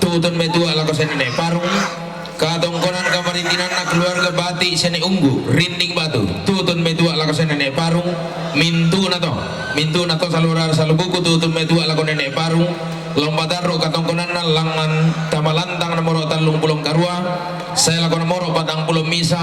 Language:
Toraja-Sa'dan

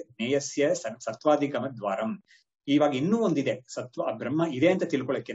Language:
Kannada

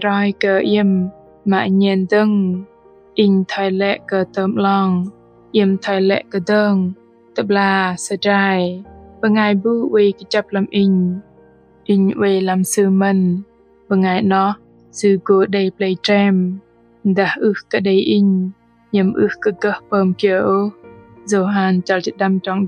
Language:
Bahnar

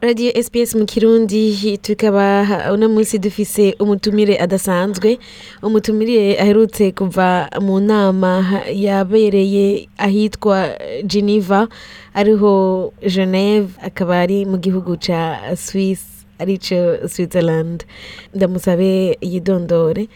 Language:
Rundi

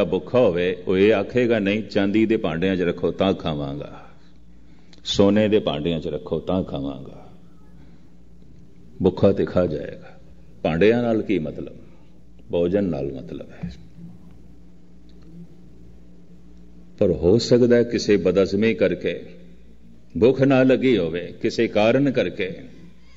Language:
Punjabi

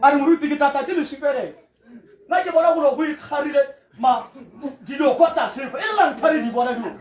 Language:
Tswana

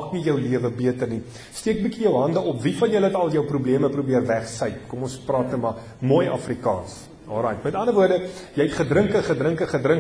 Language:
Afrikaans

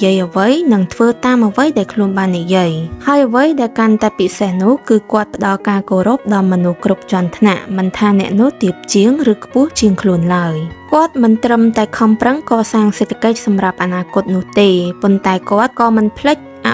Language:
Khmer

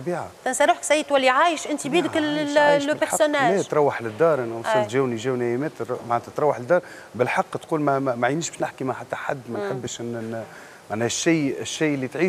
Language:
Tunisian Arabic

